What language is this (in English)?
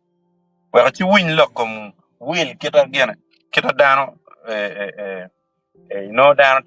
Acoli